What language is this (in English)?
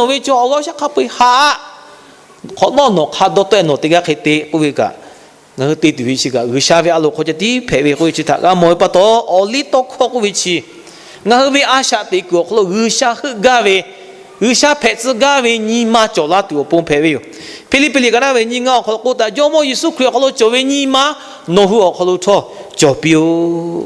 Lahu